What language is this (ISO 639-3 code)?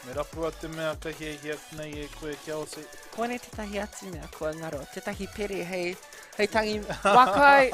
mri